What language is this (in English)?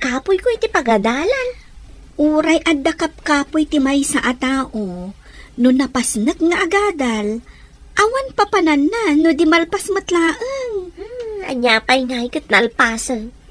Iloko